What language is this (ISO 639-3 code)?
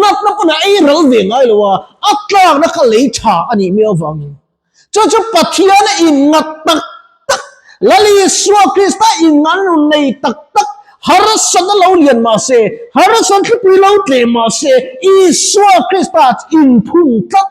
lus